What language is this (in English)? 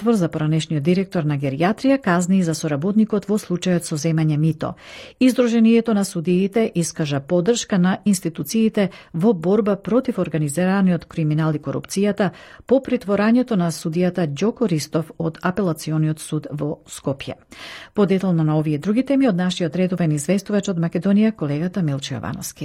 Macedonian